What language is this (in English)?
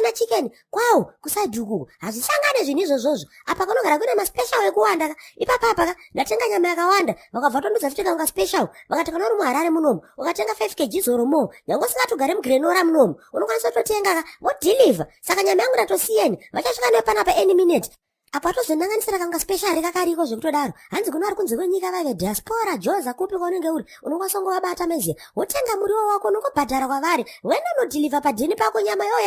Shona